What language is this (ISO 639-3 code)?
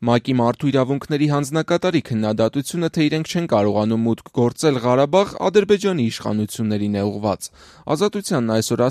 hye